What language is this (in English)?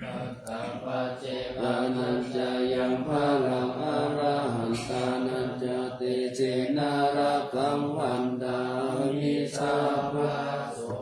Pali